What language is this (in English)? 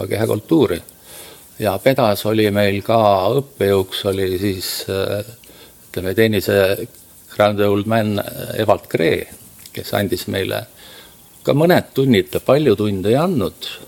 Estonian